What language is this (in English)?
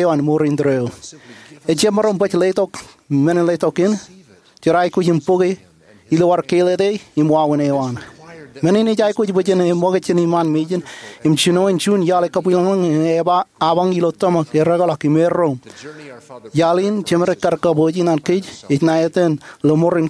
Marshallese